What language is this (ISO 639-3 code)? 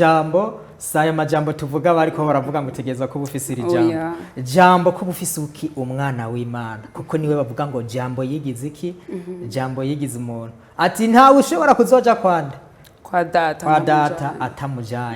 run